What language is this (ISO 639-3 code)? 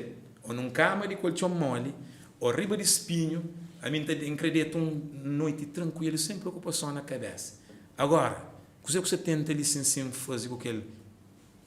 kea